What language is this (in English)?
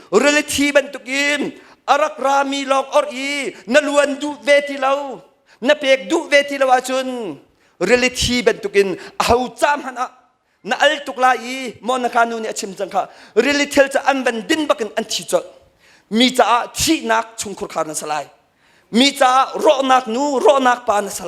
Hakha Chin